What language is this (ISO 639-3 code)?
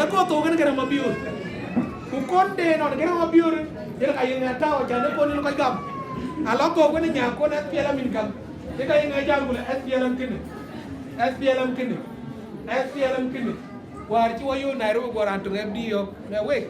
din